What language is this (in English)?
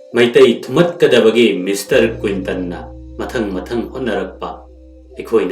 Manipuri